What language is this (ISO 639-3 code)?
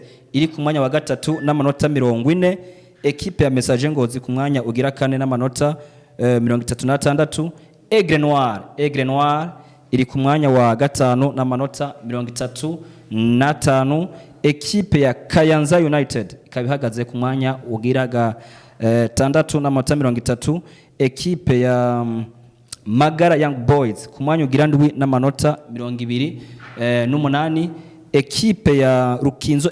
run